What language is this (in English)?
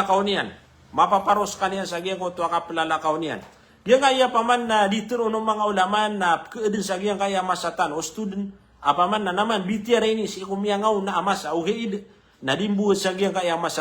Maranao